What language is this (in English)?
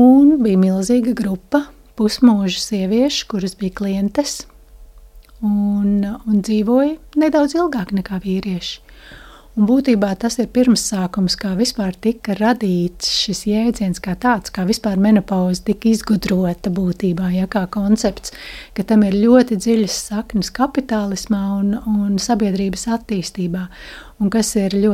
Latvian